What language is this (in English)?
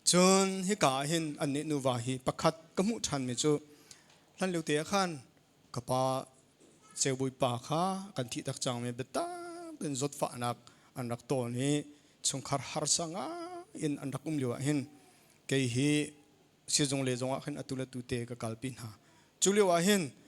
Hakha Chin